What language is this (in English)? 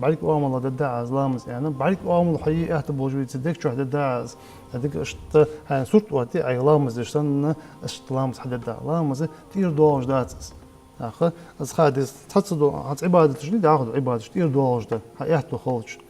Ingush